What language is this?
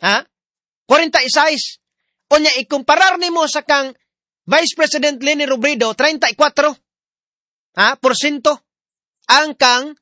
Cebuano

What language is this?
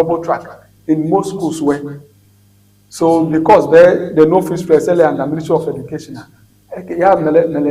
Ewe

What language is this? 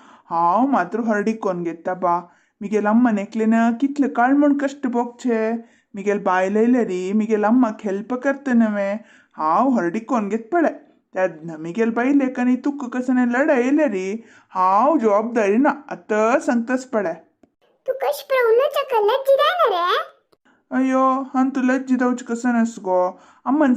Konkani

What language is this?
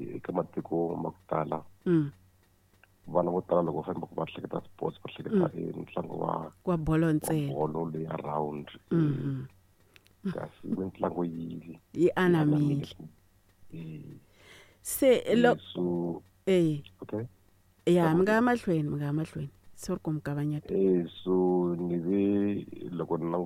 Tsonga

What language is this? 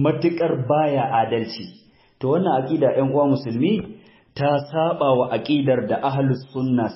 Hausa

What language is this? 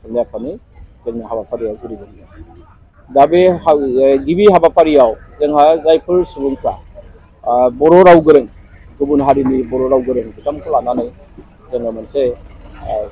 Bodo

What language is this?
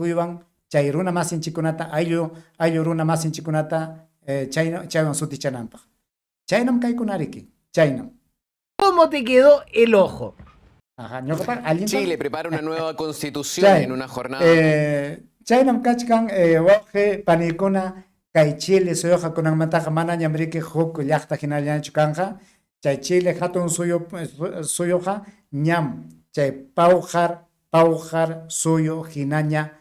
Ayacucho Quechua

